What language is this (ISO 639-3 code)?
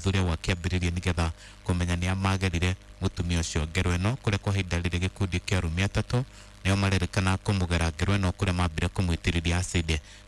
kik